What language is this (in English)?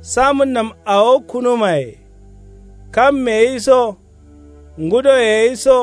Kanuri